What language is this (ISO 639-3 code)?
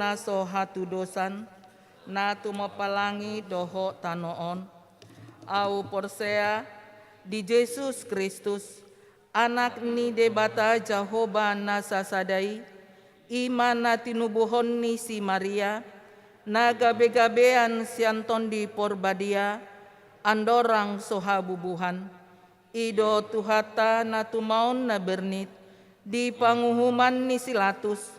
bbc